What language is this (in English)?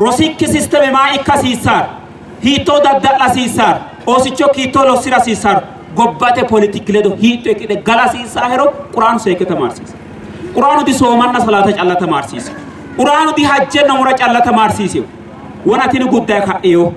Sidamo